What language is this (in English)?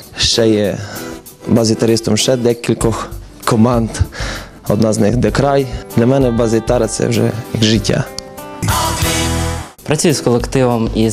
Ukrainian